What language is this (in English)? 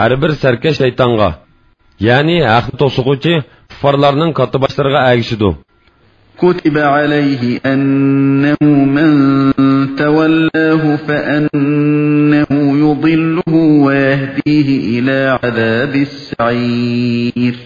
Uyghur